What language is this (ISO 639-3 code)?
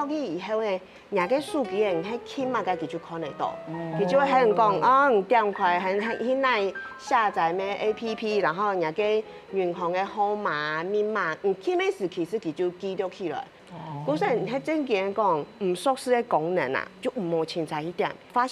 hak